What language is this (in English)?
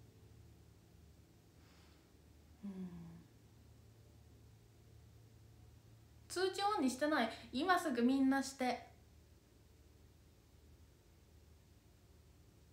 Japanese